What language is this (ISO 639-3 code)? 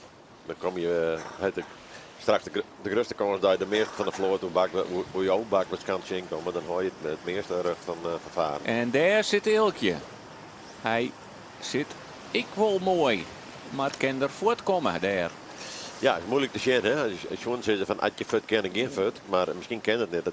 fry